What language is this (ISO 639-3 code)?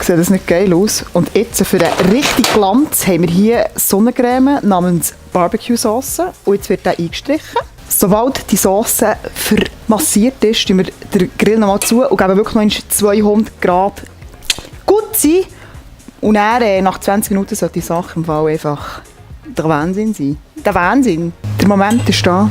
gsw